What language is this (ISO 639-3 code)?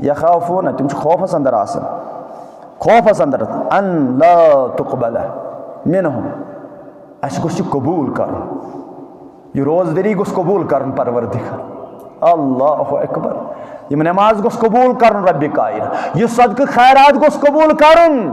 kas